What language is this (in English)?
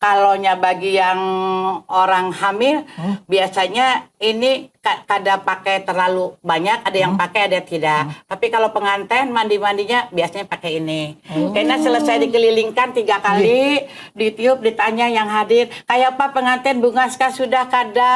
Banjar